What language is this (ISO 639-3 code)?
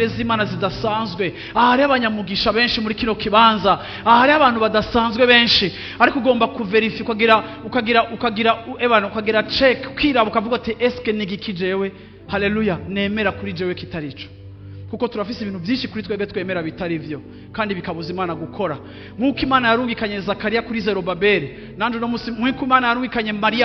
run